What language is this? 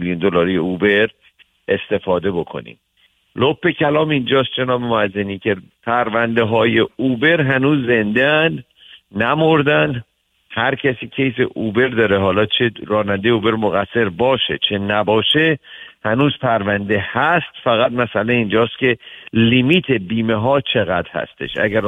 Persian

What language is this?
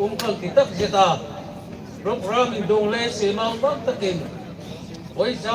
Hmar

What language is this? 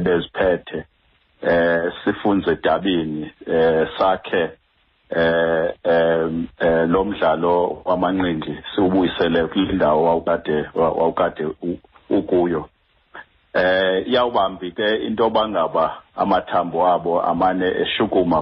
Xhosa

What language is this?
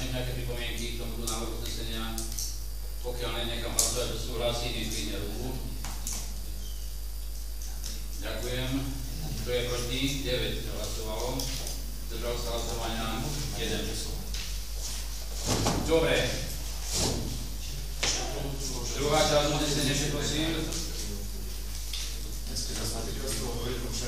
Slovak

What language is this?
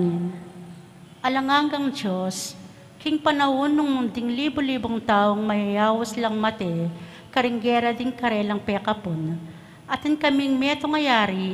Pampanga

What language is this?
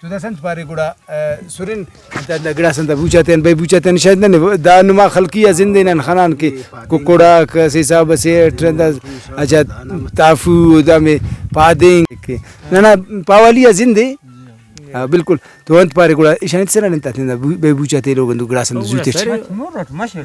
Brahui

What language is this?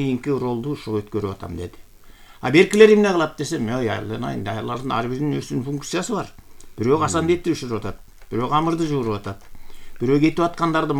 Kyrgyz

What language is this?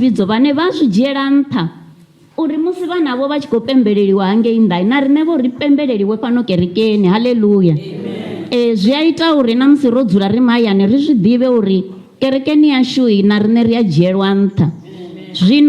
Venda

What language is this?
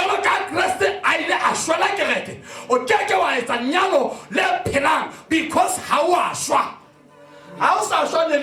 Southern Sotho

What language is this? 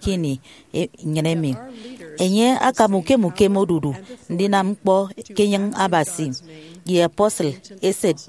Efik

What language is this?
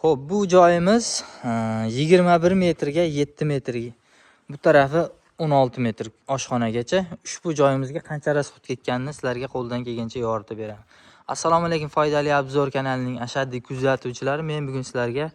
Uzbek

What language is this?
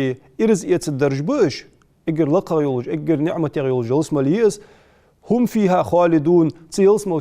Ingush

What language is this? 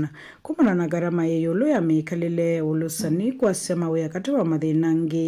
Kamba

